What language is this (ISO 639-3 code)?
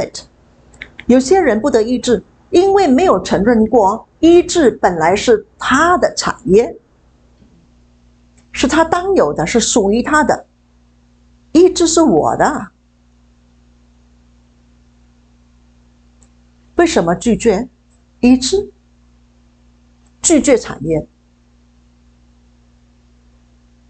zho